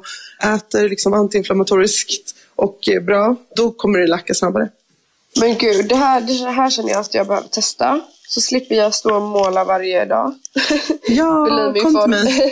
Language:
Swedish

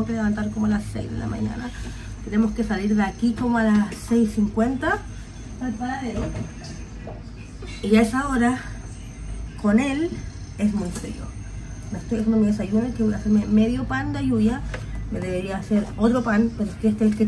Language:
Spanish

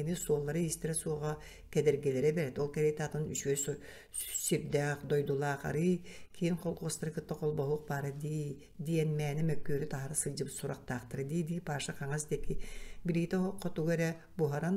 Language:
Yakut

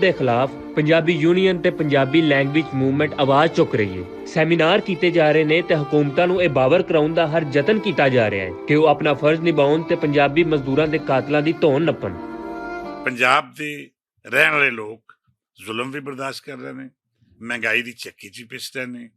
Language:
Western Panjabi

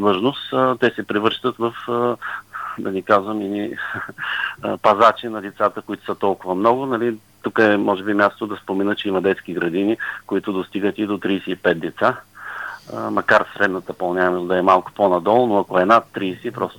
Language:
Bulgarian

